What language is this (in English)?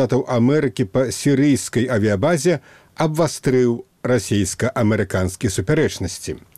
Belarusian